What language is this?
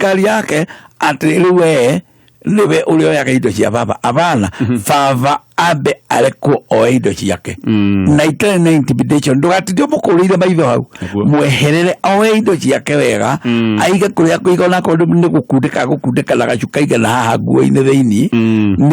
Kikuyu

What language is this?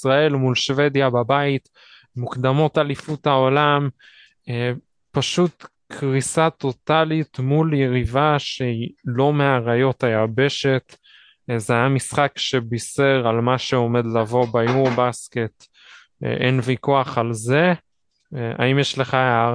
Hebrew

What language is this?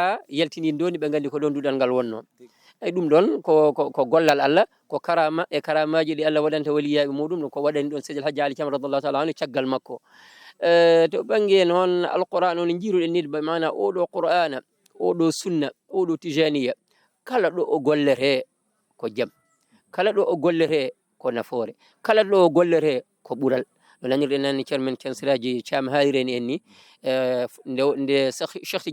Fula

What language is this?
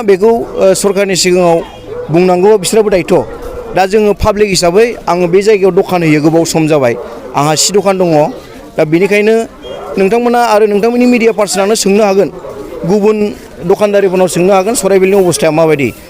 Bodo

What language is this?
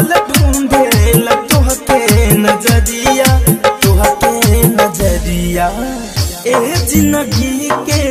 Bhojpuri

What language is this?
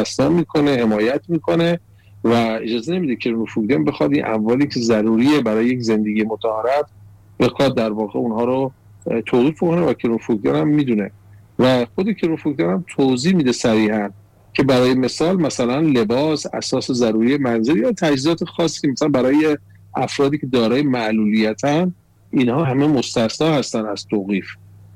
Persian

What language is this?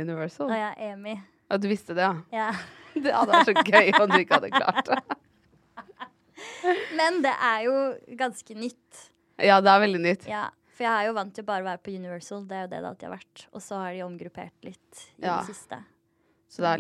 Norwegian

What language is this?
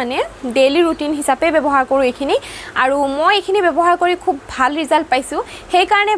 Assamese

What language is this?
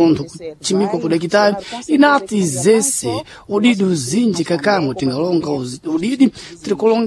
Sena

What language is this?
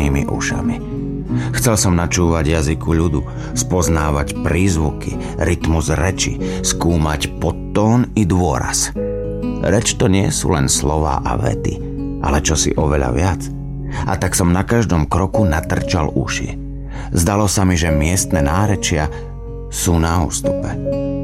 Slovak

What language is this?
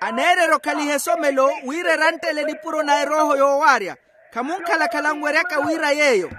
Makhuwa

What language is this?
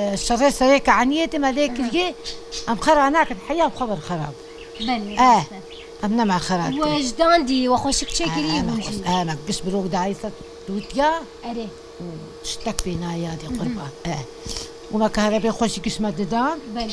Kurdish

